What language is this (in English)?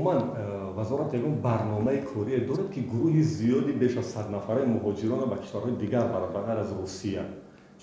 Tajik